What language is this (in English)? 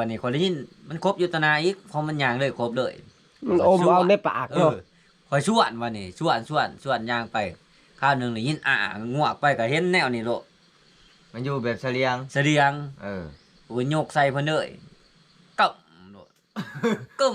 Northeastern Thai